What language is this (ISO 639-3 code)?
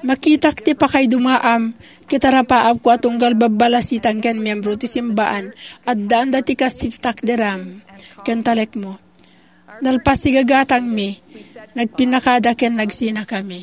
ilo